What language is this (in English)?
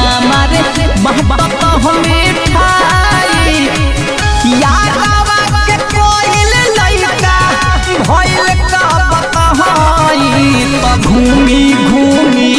Bhojpuri